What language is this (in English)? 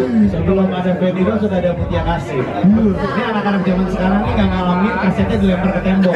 Indonesian